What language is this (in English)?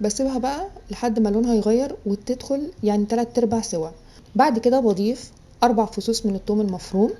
Egyptian Arabic